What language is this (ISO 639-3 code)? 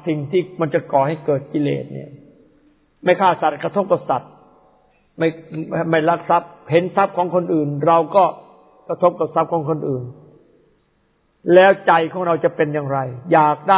tha